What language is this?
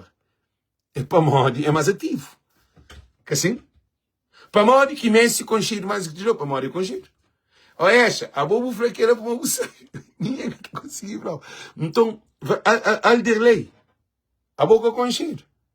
Kabuverdianu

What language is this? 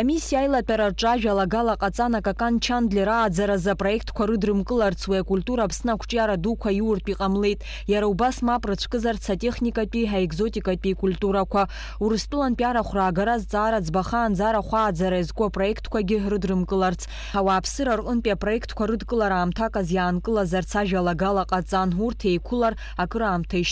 Abkhazian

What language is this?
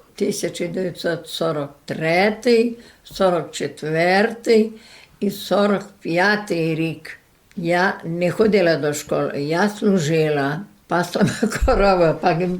Rusyn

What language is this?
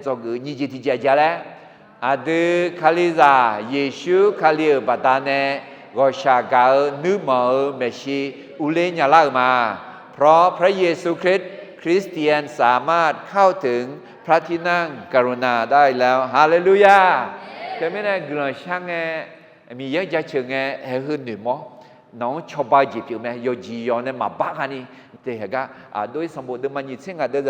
Akha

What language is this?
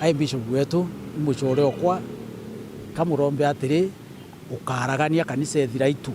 Meru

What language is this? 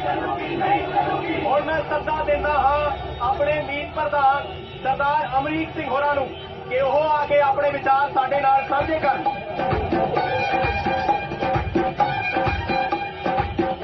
Punjabi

